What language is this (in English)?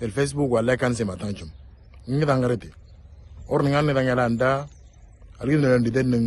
Moro